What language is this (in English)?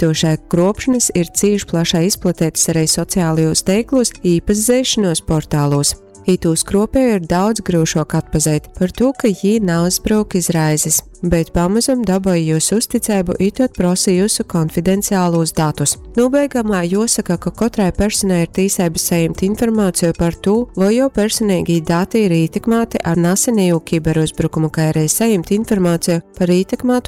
Latgalian